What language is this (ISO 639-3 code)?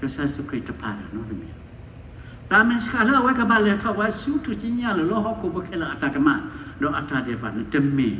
ksw